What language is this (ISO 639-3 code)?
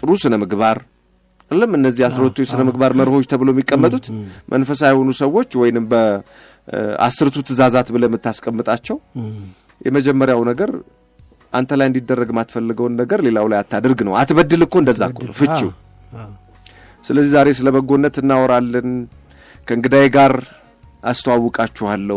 amh